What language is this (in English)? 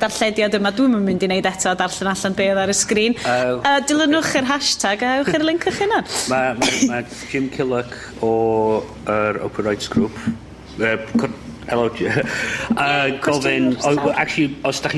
Welsh